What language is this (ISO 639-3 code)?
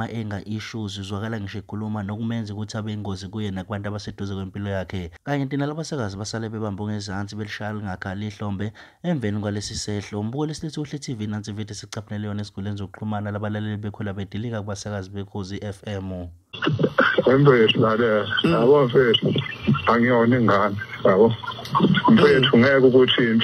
zul